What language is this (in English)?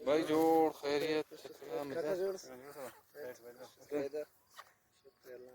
Brahui